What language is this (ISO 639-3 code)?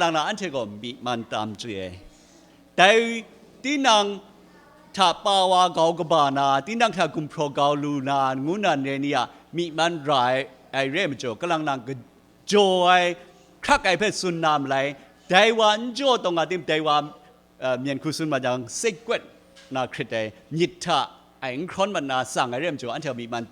kac